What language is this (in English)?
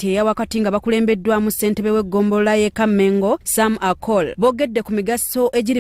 Ganda